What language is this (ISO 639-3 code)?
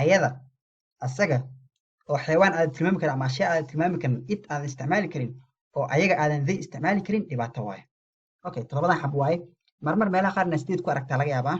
som